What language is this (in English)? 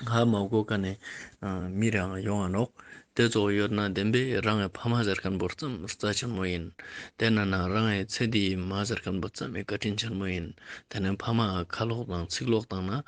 Ladakhi